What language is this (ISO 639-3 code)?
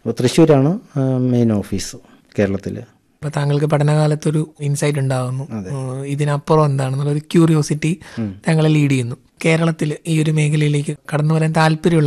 mal